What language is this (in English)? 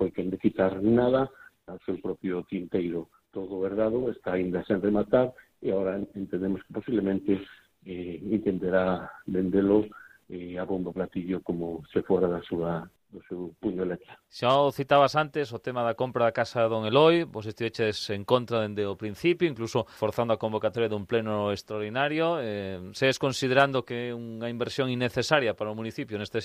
Galician